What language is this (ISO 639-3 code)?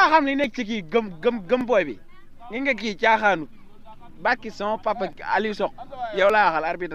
wol